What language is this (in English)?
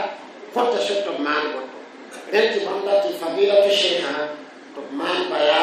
Mossi